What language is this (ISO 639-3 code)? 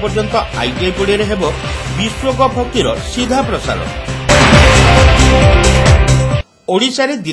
ori